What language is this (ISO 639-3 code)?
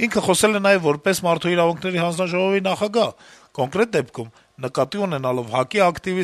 hye